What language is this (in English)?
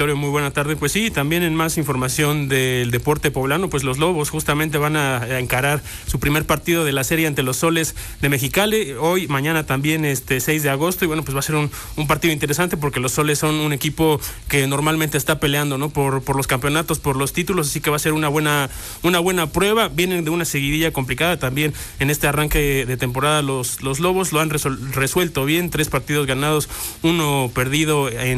Spanish